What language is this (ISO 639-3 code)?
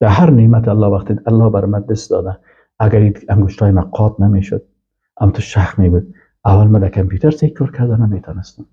fas